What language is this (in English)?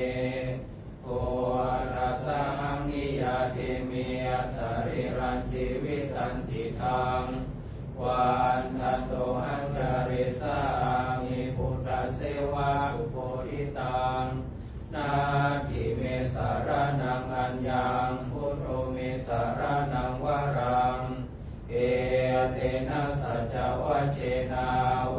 Pali